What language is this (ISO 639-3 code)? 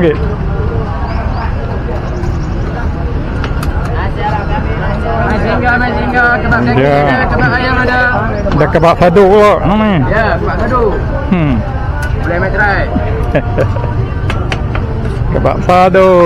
msa